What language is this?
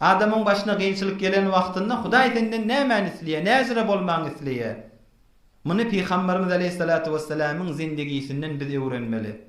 Turkmen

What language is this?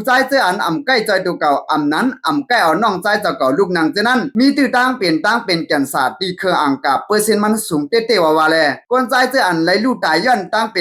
Shan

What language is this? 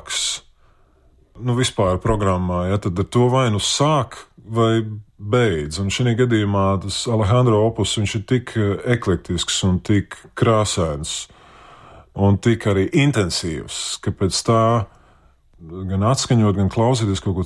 Latvian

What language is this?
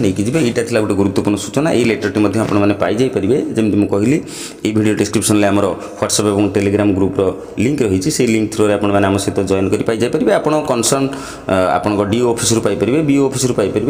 Odia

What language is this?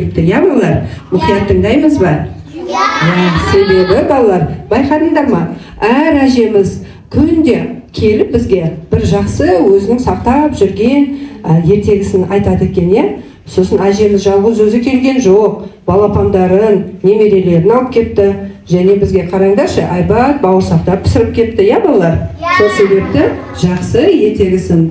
Kazakh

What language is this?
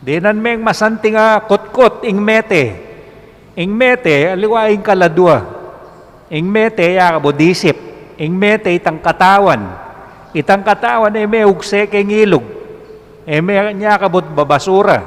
Pampanga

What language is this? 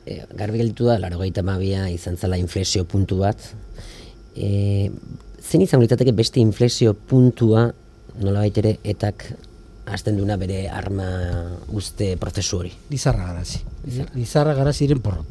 Basque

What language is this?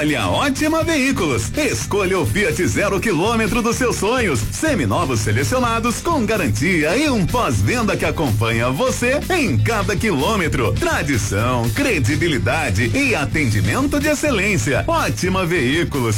Portuguese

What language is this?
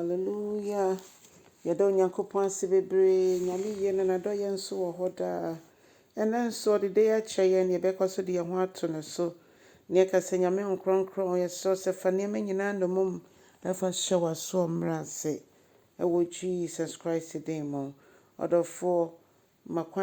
Akan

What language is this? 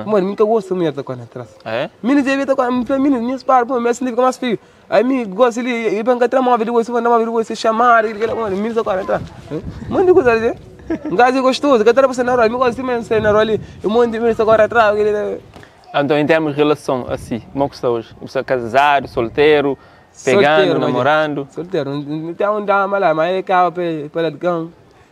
Kabuverdianu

